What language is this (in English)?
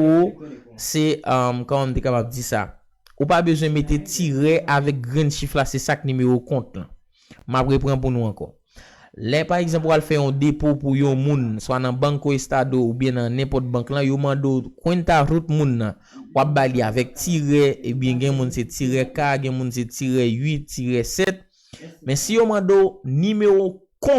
Haitian Creole